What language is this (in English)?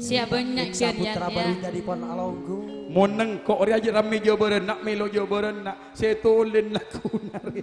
Madurese